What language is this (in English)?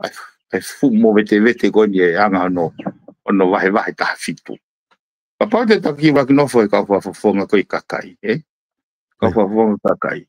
Tongan